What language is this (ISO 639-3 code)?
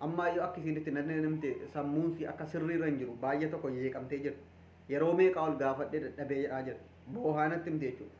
orm